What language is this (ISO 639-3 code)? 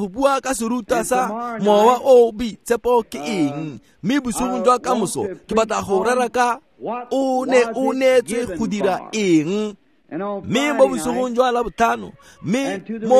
tsn